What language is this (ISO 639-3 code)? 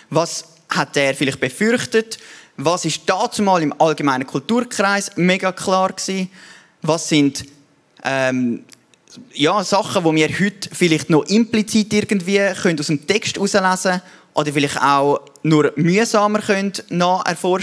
gsw